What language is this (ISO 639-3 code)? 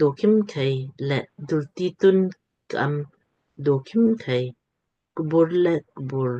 lmk